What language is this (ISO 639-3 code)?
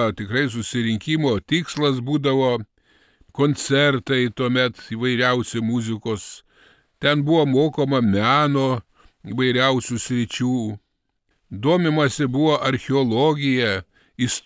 lit